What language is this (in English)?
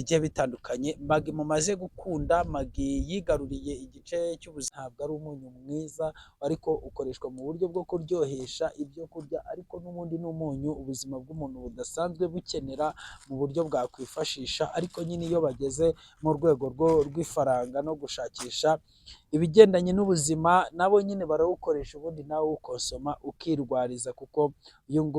Kinyarwanda